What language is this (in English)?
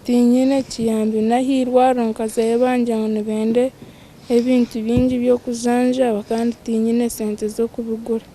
Nyankole